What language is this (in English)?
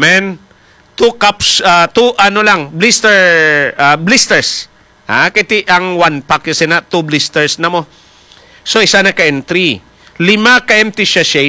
Hiligaynon